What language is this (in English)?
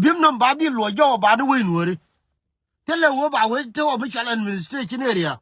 Nuer